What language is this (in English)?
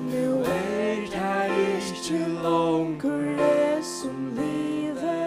Faroese